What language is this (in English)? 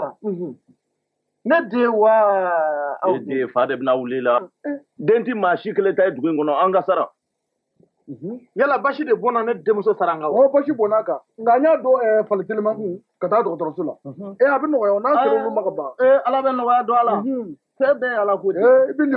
Bambara